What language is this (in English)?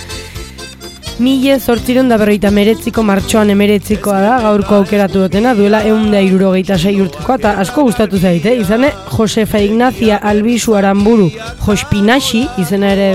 Basque